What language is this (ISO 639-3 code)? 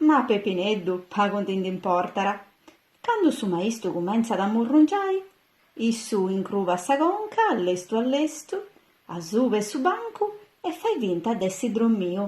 srd